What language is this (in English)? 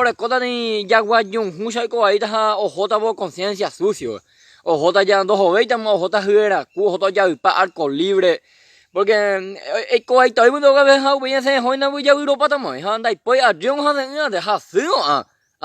Guarani